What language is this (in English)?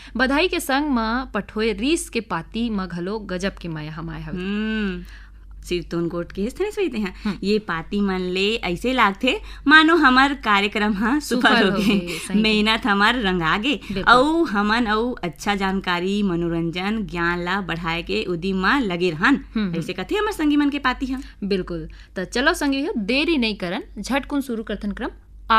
Chhattisgarhi